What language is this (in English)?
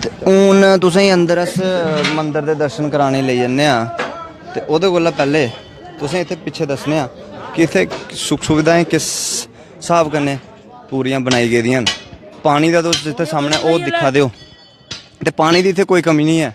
Dogri